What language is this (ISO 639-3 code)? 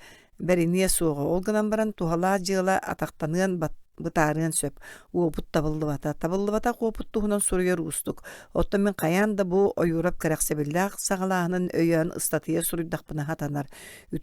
sah